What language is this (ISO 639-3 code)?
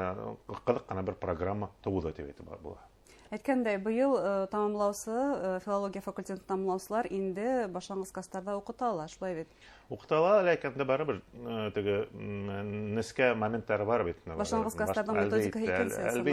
bak